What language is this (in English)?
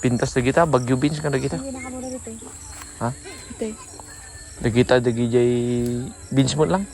Iloko